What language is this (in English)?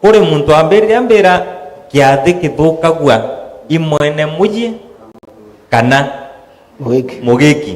Meru